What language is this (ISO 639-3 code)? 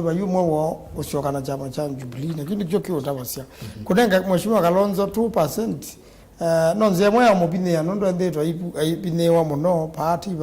kam